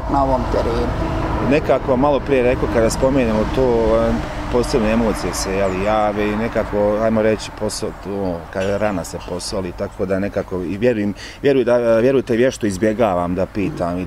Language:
Bosnian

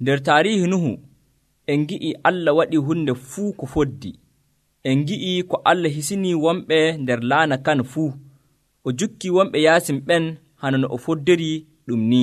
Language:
Nigerian Fulfulde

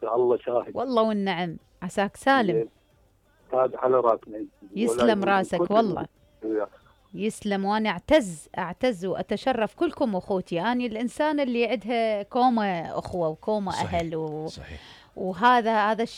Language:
Mesopotamian Arabic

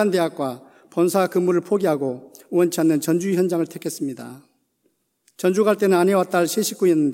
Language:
Korean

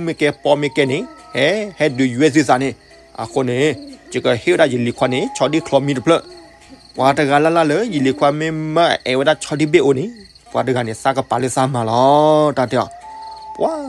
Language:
S'gaw Karen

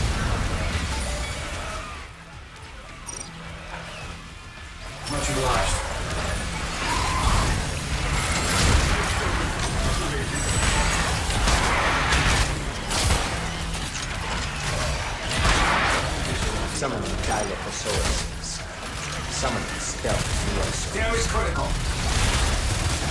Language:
English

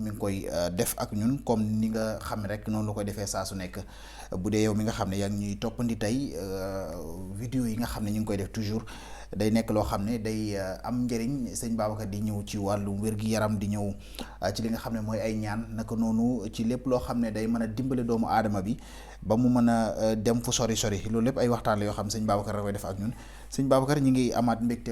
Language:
Wolof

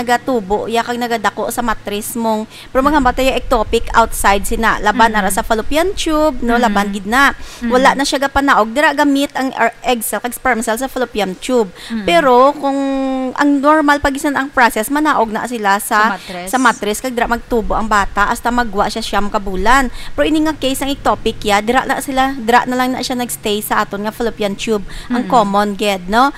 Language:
Hiligaynon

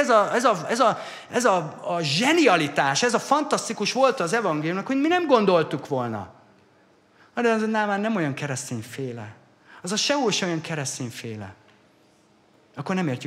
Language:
Hungarian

